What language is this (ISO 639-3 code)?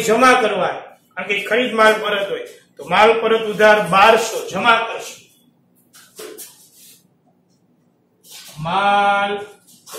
guj